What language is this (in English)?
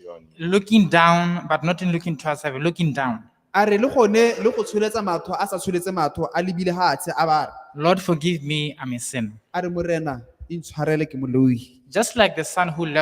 Tswana